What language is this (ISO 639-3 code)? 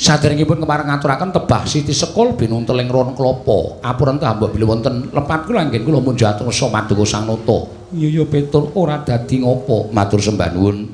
jav